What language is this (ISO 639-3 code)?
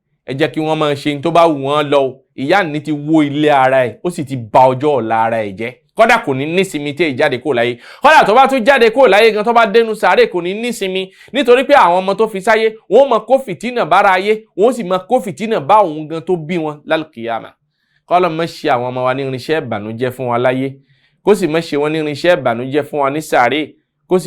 yor